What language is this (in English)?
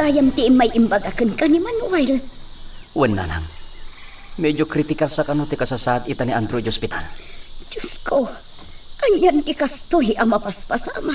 Iloko